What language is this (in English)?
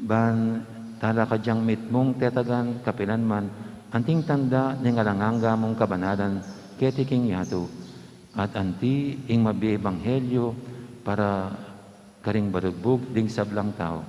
Pampanga